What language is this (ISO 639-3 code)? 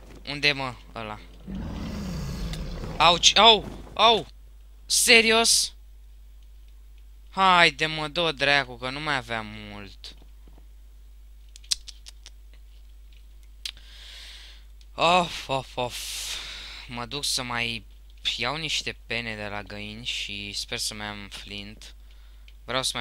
ron